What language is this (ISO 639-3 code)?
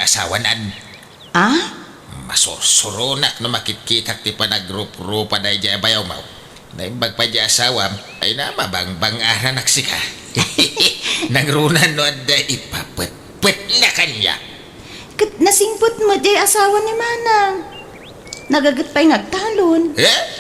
ilo